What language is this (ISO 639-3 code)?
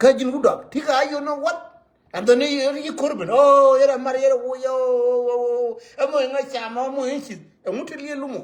nus